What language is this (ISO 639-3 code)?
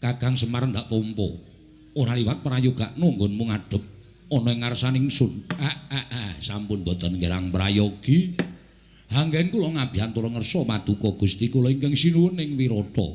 jav